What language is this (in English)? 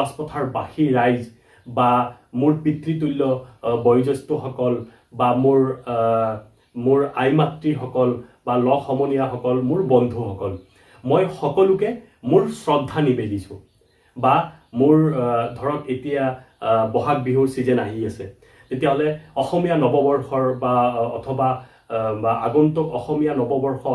Assamese